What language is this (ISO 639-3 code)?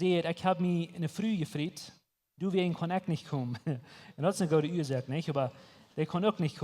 pdt